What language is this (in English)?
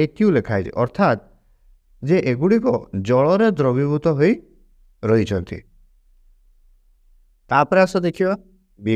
Odia